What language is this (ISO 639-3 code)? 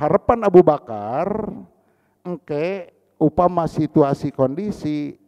sun